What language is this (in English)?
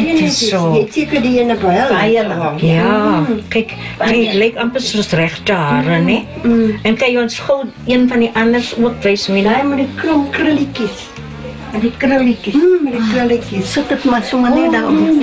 Afrikaans